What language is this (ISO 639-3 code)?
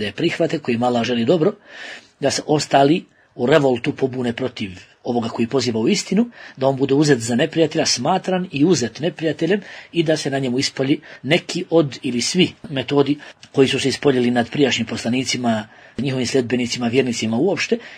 bos